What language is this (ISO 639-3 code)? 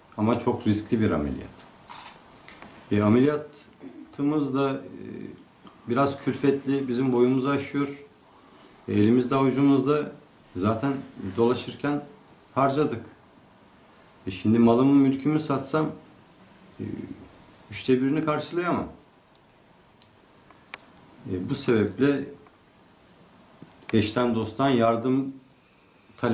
tur